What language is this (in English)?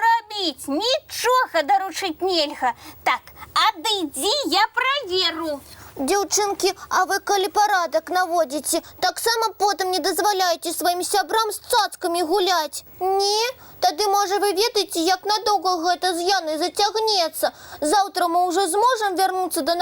Belarusian